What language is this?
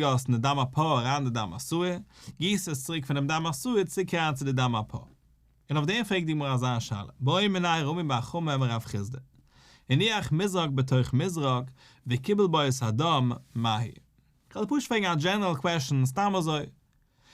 Yiddish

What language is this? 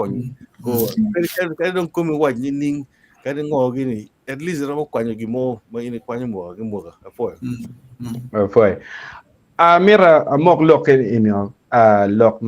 Acoli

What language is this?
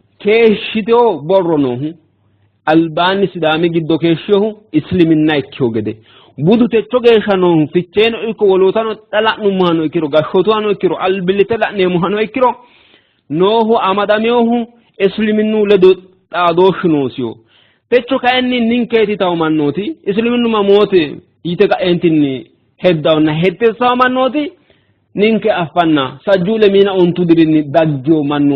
Sidamo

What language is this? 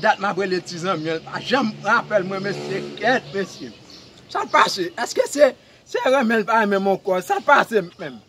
Haitian Creole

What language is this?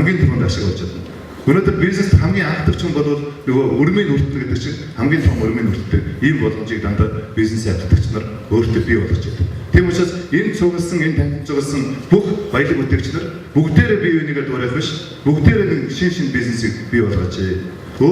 Mongolian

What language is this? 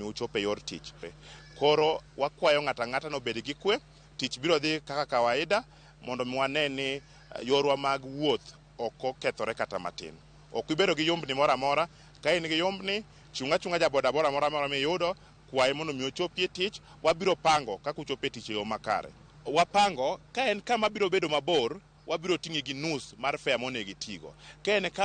Luo (Kenya and Tanzania)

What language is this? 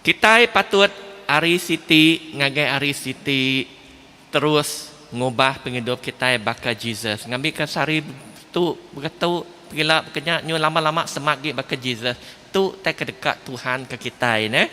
Iban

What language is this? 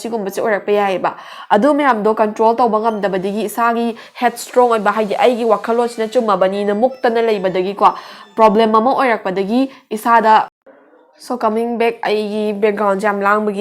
Manipuri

